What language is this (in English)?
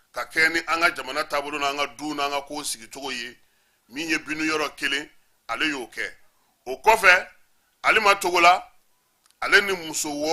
Bambara